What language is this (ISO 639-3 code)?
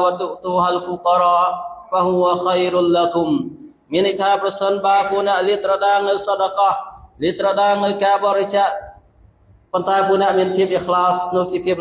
khm